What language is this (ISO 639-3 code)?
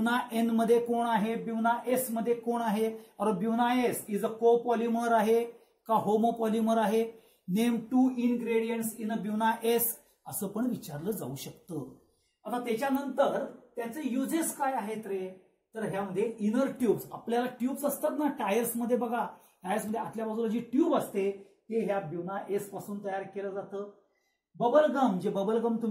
mar